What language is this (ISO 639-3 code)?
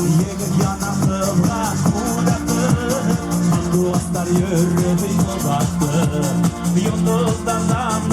bak